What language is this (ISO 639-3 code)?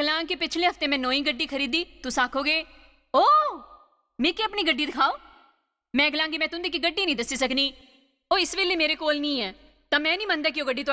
doi